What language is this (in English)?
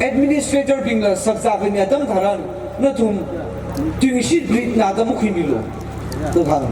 Tangkhul Naga (India)